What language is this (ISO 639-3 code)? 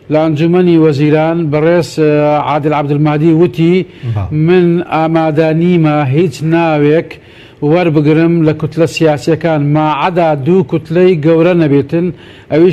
ckb